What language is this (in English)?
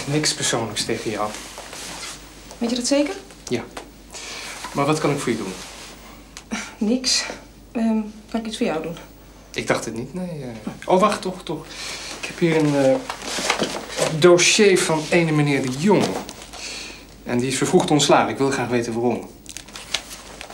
Dutch